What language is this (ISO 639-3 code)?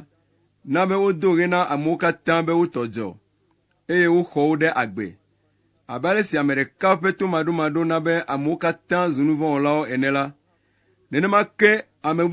ewe